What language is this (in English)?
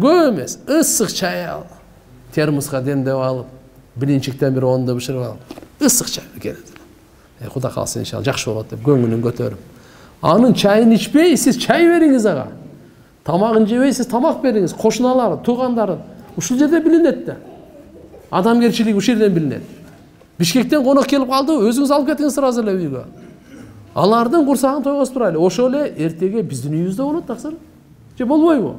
Kyrgyz